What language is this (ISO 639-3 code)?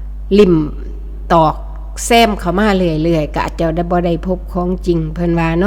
tts